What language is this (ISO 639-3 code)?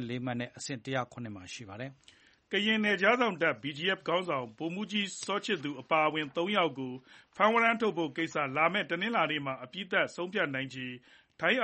mya